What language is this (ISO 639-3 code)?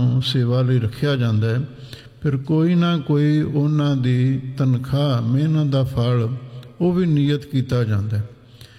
pan